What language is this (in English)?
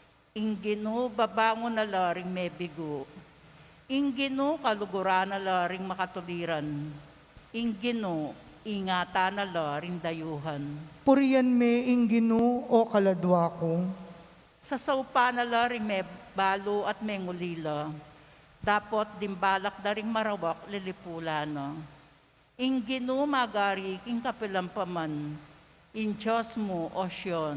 Pampanga